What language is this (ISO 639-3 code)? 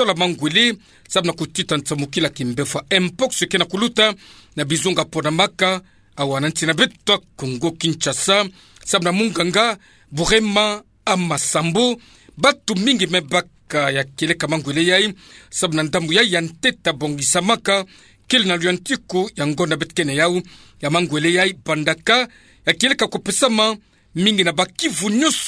ktu